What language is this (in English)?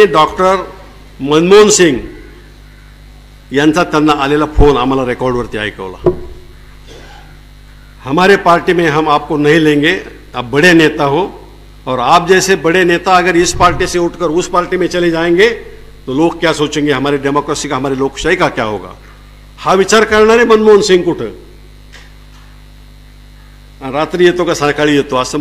Marathi